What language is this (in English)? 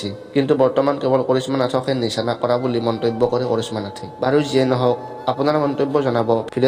Assamese